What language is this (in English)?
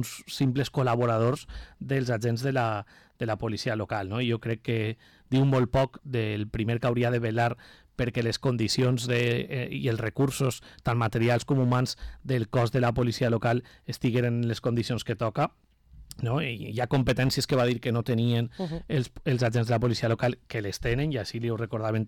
Catalan